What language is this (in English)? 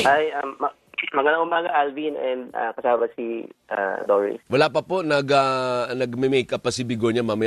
Filipino